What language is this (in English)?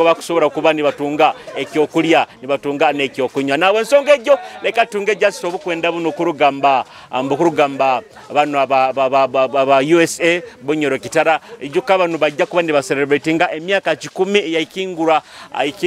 Nyoro